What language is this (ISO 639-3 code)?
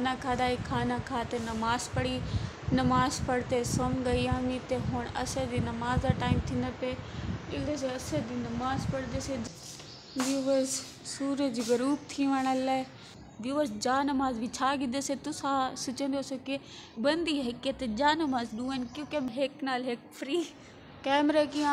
skr